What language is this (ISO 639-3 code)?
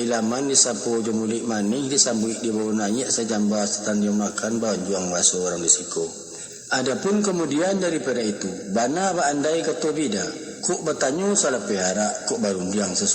min